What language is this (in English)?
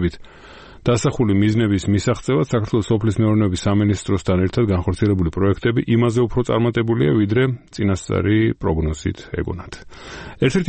Georgian